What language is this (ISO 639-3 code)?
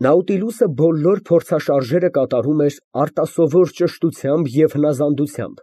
hye